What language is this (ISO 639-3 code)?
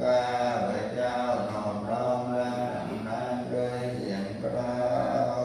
pli